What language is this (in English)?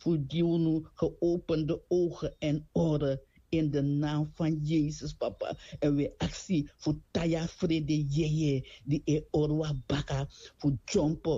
Sranan Tongo